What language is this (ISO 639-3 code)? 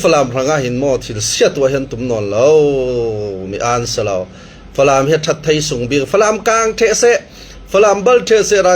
cfm